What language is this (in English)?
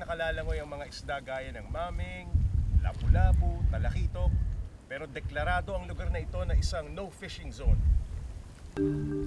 Filipino